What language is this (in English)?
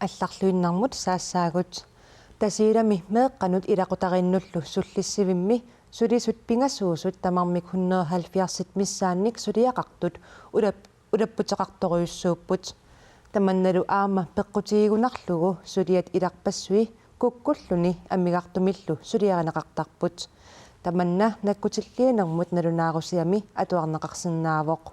Kalaallisut